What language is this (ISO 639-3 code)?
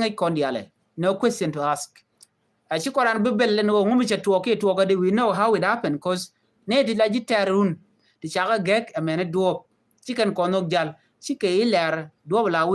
nus